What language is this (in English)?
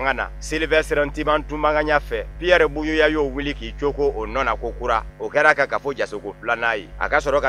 Bambara